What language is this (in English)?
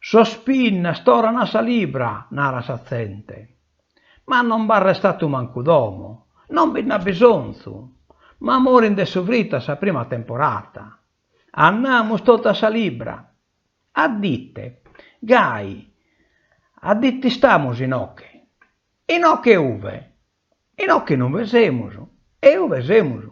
Sardinian